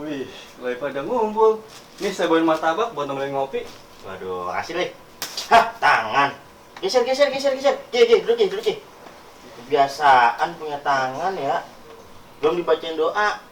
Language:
Betawi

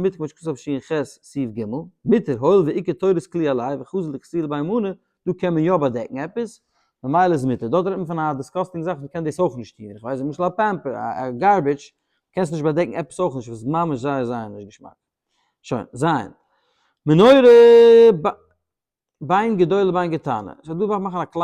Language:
Yiddish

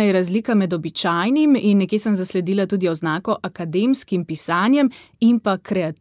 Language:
Slovenian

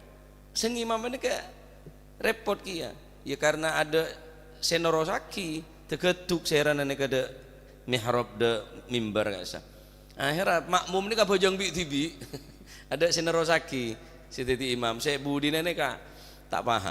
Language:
Madurese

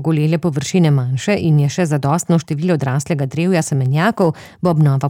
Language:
Slovenian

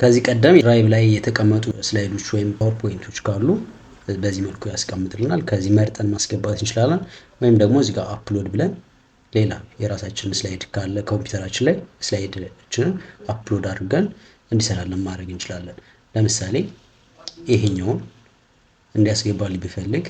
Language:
Amharic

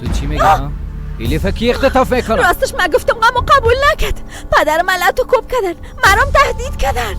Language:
Persian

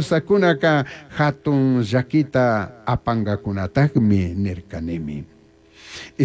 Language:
Chimborazo Highland Quichua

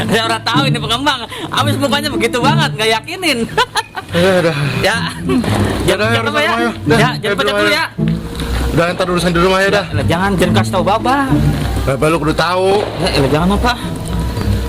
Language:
Betawi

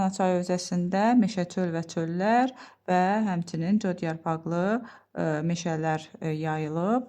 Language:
Azerbaijani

